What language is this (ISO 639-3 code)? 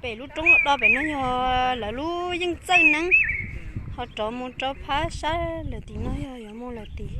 hmn